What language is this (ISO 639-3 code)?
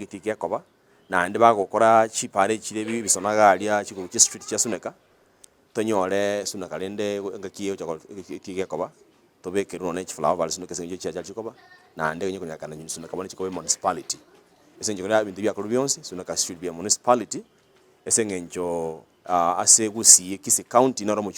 guz